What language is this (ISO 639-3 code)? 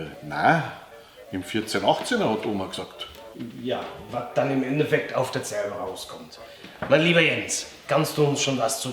bar